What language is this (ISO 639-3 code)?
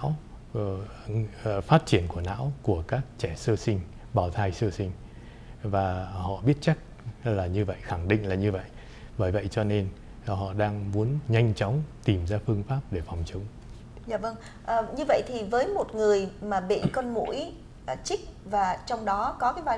vie